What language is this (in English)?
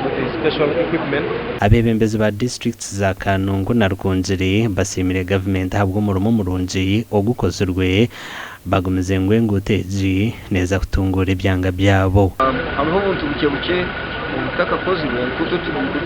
Nyankole